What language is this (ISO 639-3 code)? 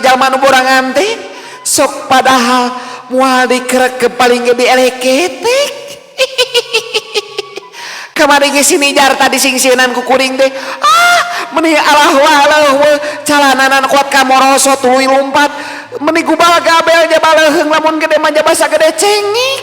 sun